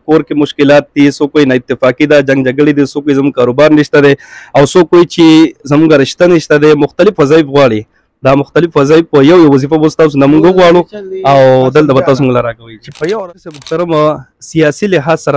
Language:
Pashto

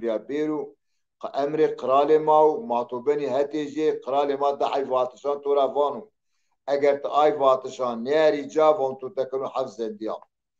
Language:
Zaza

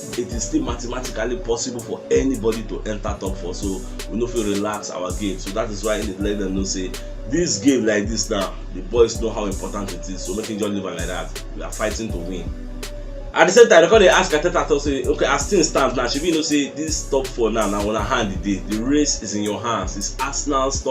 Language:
Nigerian Pidgin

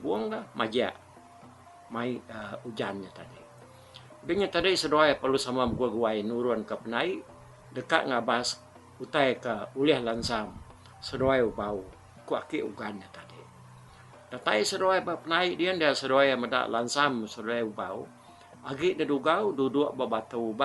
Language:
Iban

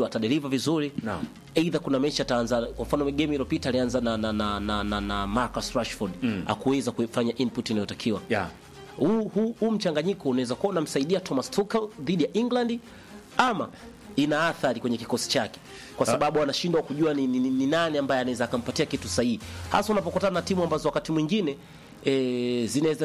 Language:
Swahili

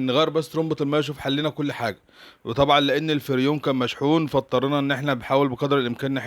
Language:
Egyptian Arabic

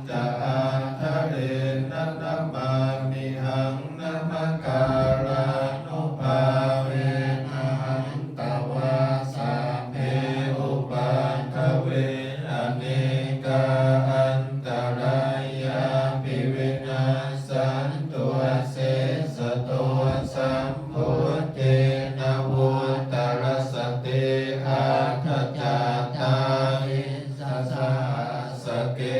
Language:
Pali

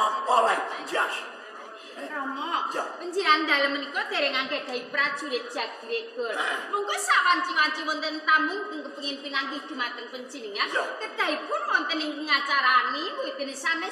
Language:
Javanese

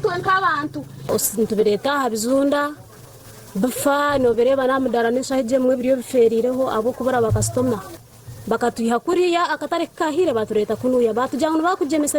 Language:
Nyankole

